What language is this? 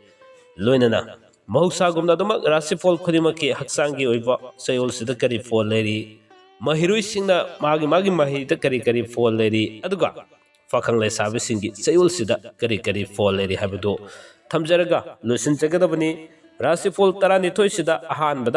Manipuri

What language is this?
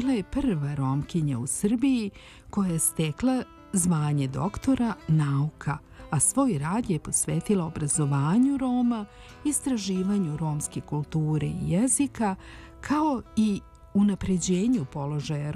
Serbian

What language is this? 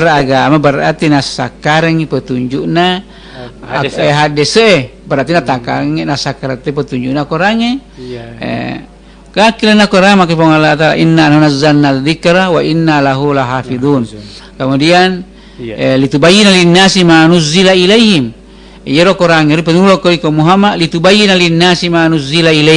Buginese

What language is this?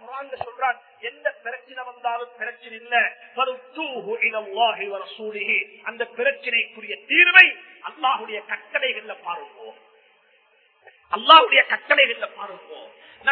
Tamil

